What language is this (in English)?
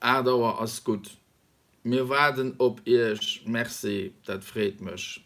Luxembourgish